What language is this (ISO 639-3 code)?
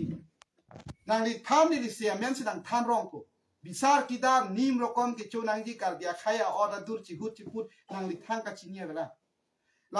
mjw